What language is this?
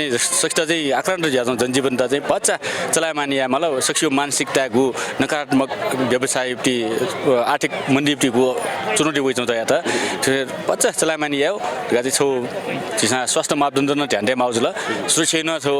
Newari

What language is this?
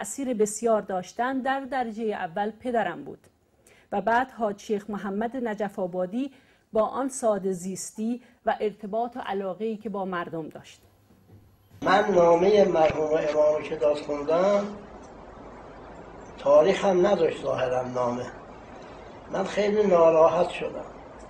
Persian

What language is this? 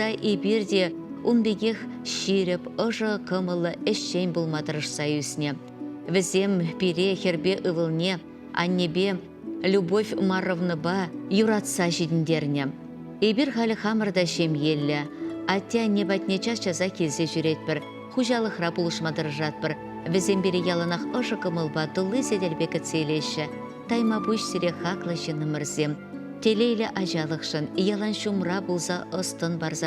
Chuvash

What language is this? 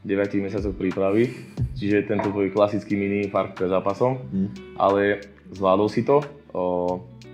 Slovak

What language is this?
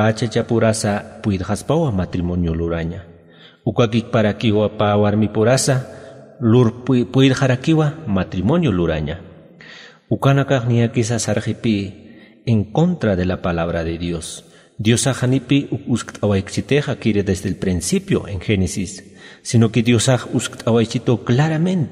Aymara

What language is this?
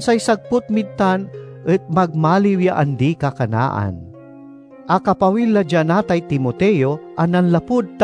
Pangasinan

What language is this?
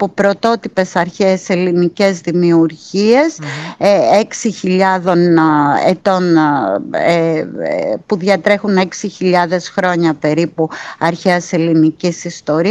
Greek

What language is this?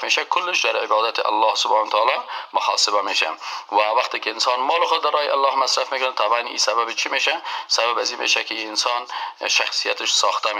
Persian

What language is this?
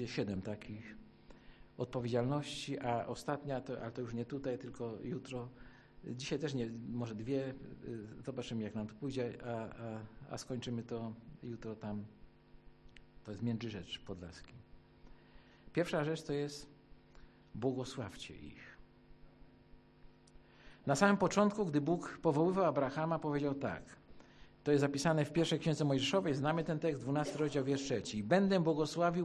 Polish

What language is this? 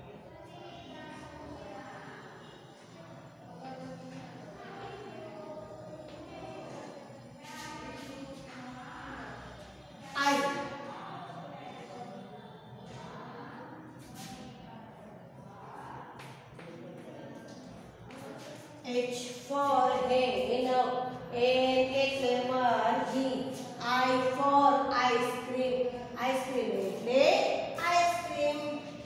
Gujarati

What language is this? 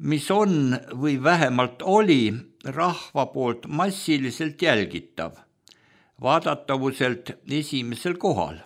Estonian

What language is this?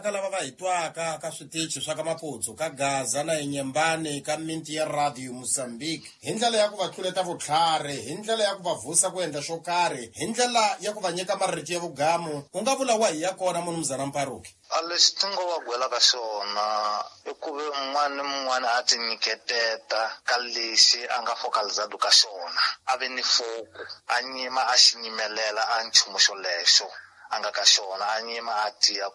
Tsonga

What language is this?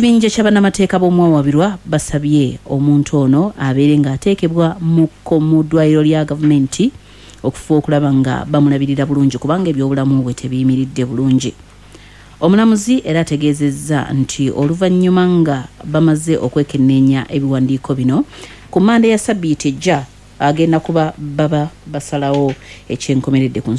Ganda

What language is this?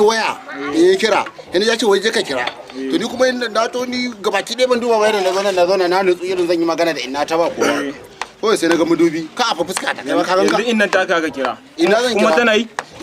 Hausa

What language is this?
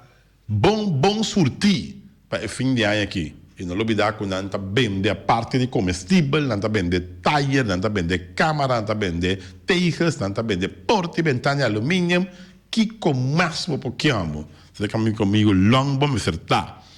Papiamento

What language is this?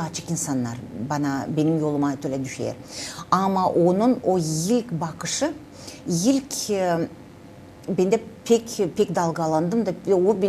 Gagauz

